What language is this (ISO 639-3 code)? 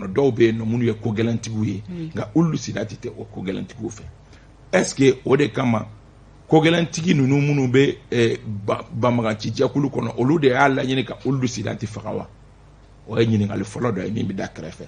bam